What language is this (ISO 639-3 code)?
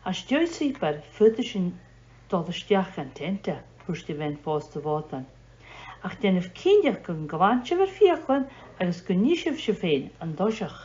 gla